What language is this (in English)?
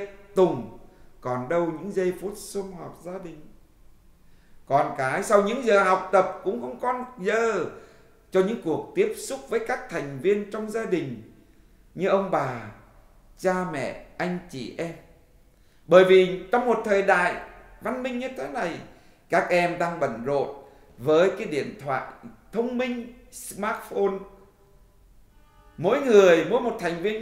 Vietnamese